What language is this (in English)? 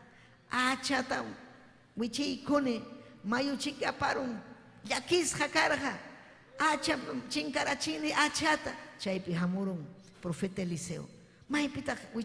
Ayacucho Quechua